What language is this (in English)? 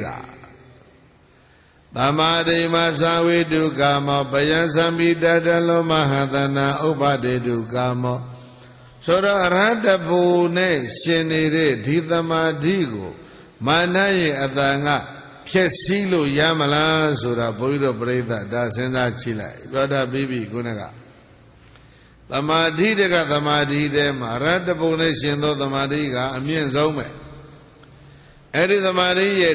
Burmese